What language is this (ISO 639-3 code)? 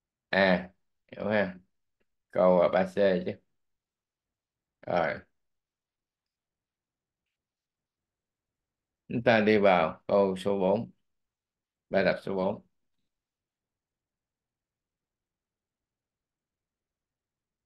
vie